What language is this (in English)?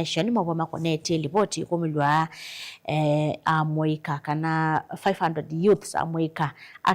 Kamba